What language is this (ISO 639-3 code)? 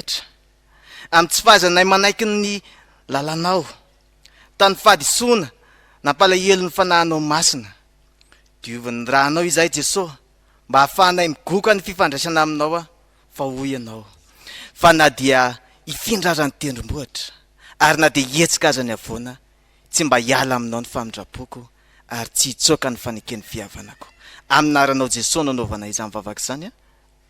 mlg